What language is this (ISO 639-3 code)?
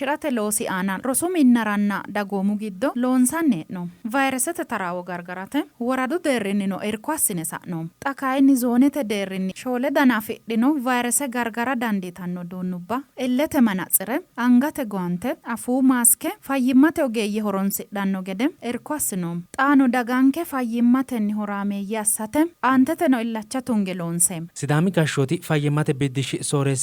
sid